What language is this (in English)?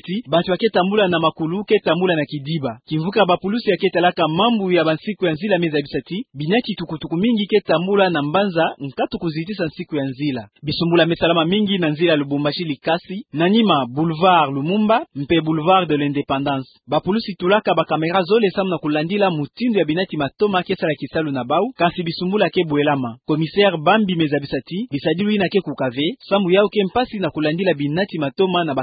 Kituba (Democratic Republic of Congo)